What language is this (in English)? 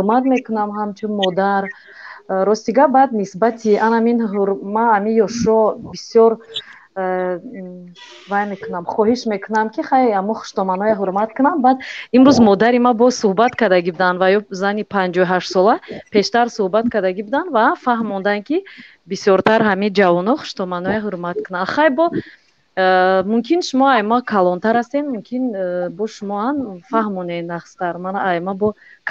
Tajik